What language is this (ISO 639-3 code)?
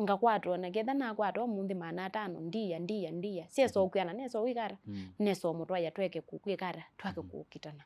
kam